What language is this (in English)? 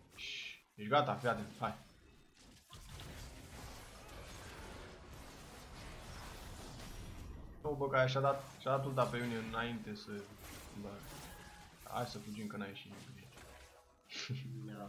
Romanian